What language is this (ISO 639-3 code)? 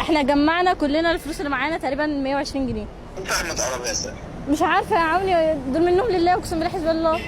arz